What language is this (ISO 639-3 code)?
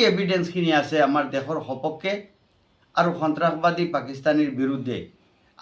asm